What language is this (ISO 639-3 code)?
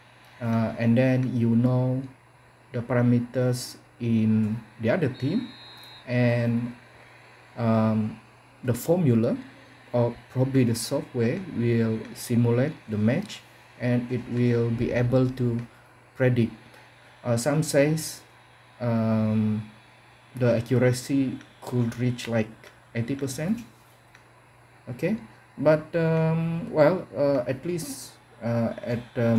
eng